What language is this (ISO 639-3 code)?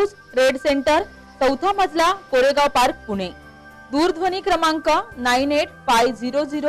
mar